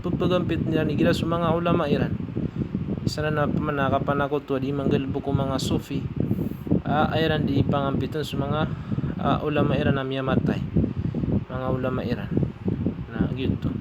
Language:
Maranao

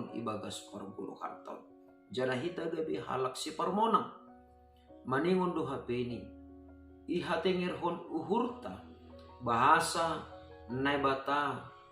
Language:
Batak Simalungun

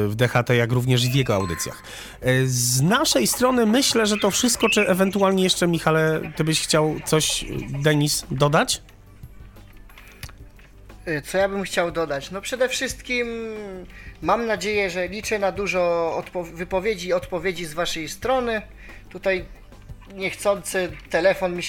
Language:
Polish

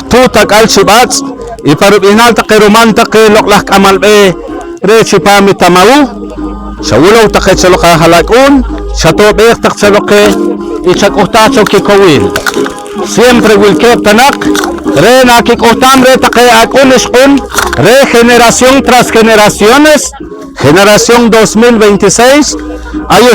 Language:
Poqomchi'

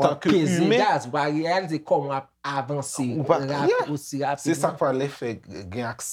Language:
Haitian Creole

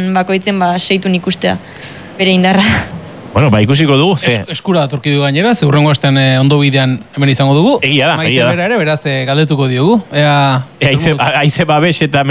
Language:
Basque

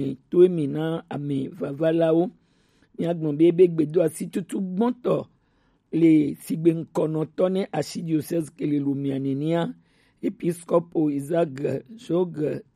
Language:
Gen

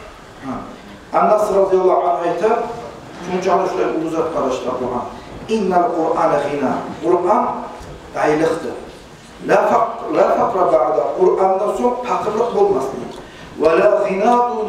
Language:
Kumyk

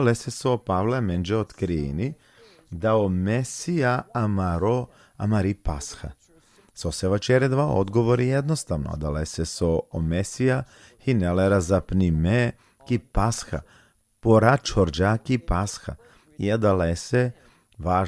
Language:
Balkan Romani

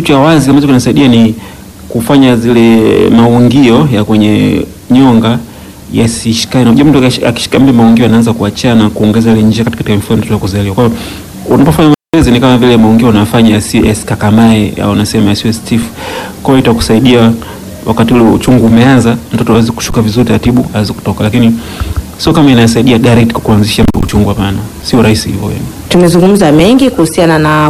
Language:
Swahili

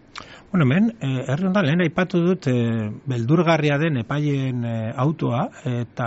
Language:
Basque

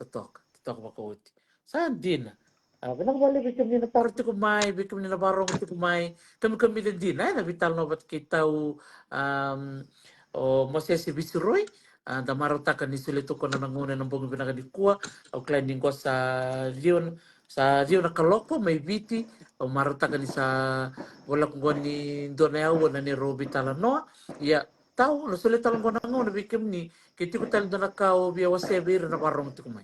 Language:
Fijian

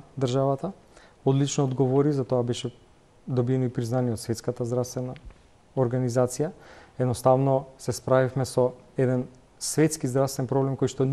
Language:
Macedonian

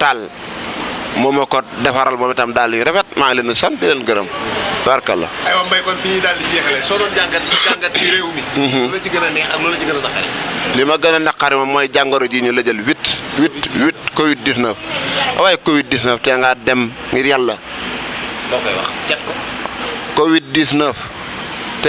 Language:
Wolof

